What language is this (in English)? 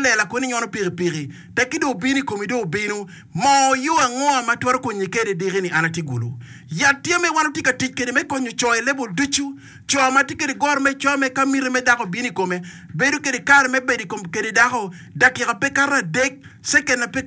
Acoli